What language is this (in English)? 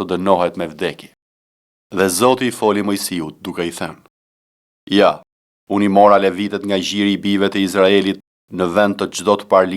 Albanian